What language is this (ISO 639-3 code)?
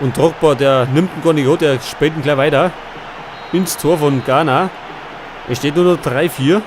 bar